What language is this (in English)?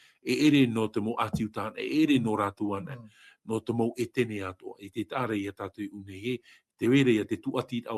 Tahitian